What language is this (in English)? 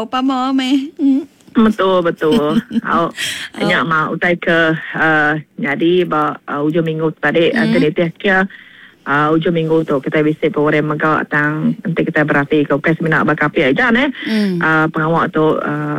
Iban